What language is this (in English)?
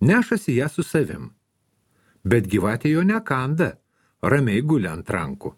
Lithuanian